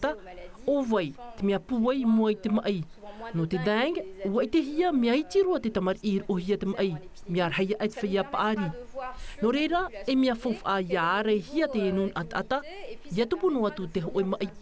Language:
Tahitian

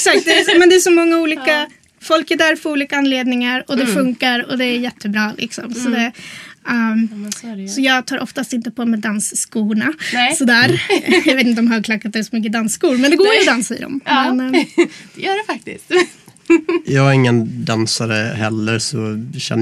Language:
Swedish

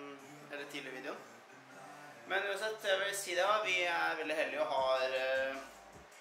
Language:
Norwegian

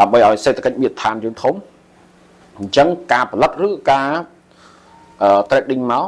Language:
Khmer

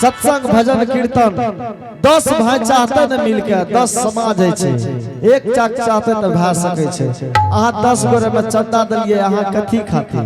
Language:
Angika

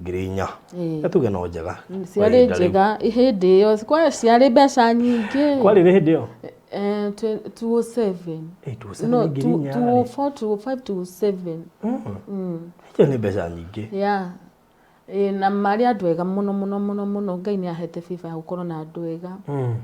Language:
Kikuyu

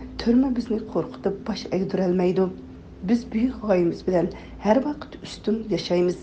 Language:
Uyghur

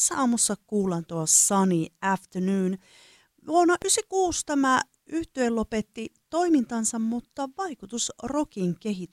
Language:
Finnish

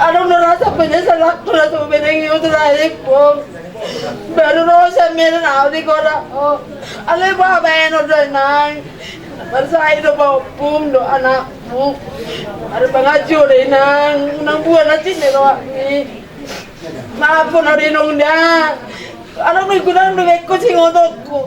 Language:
Batak Toba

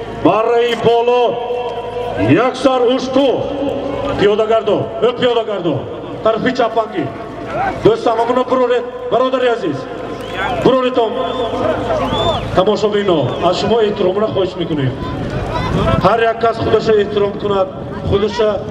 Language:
Tajik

